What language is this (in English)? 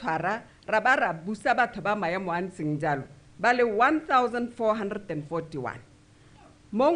Tswana